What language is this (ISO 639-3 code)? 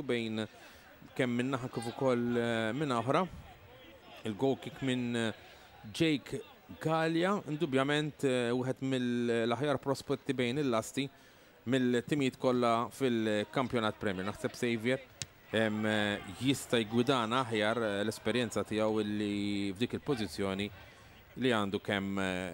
mlt